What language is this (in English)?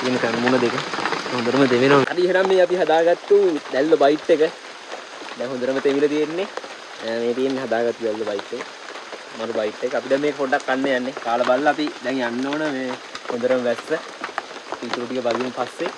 Sinhala